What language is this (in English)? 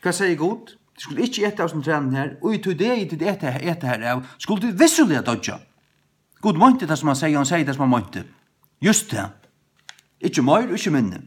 Faroese